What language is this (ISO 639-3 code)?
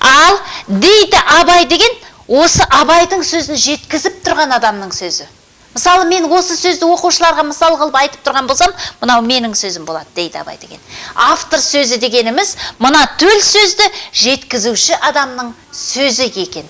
kaz